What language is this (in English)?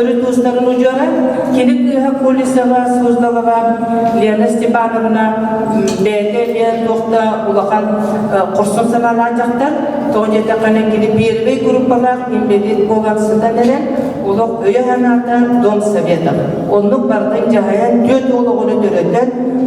Yakut